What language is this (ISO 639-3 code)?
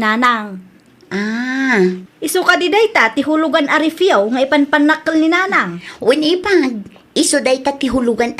ilo